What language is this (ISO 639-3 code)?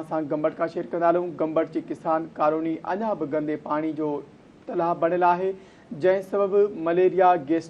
snd